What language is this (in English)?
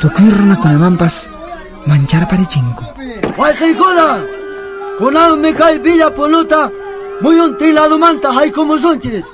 Quechua